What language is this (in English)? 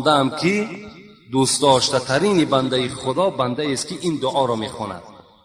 Tajik